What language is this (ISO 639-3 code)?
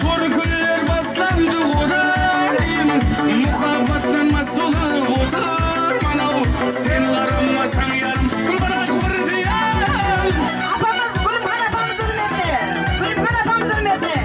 kaa